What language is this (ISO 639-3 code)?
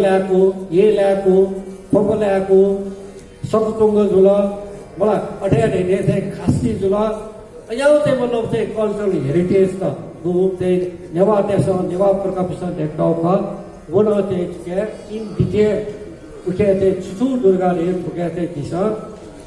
new